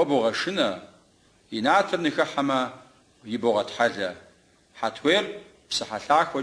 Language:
Kabardian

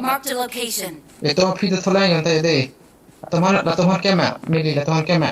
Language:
Karbi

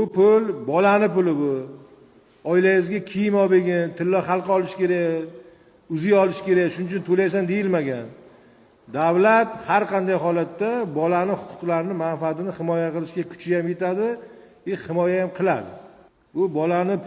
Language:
Uzbek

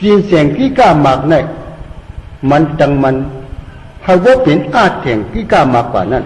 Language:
Shan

